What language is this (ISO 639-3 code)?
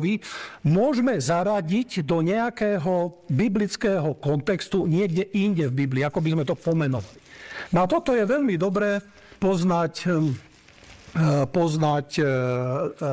slk